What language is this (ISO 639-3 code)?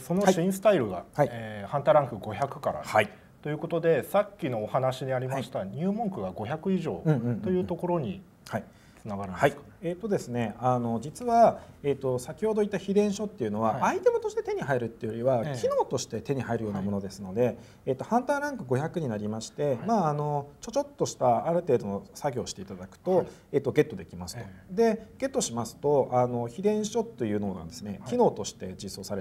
jpn